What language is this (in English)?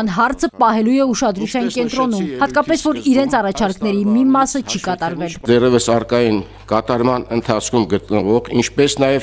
Armenian